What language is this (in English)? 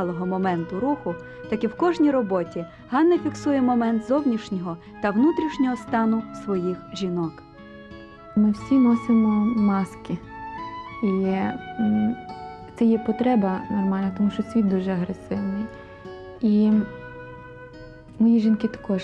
Ukrainian